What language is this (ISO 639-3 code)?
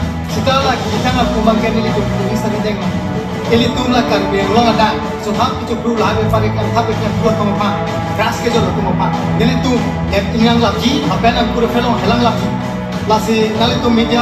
mjw